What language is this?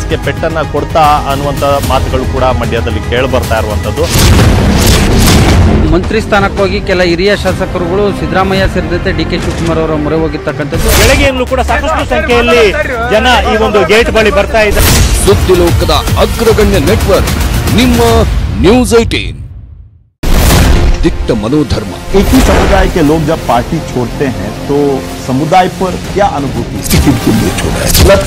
Kannada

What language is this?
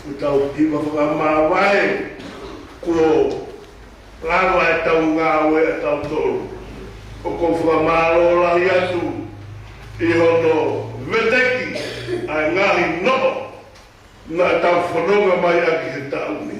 Tongan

